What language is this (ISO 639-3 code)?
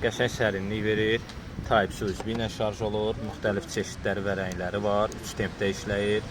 aze